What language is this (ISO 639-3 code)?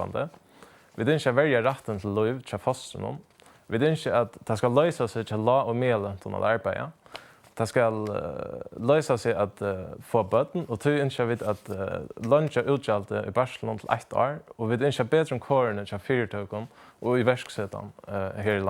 fao